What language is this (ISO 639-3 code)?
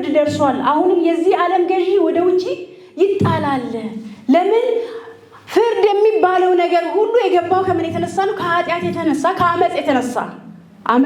amh